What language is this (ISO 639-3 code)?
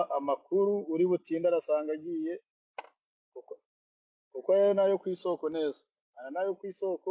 kin